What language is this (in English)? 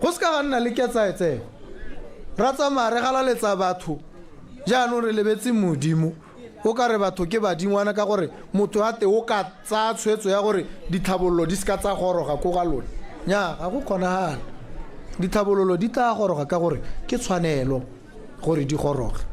Tswana